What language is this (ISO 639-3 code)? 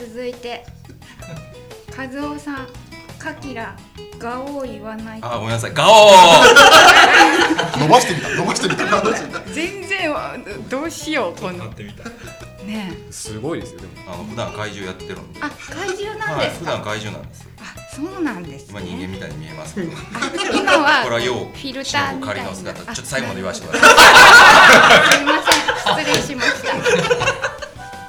jpn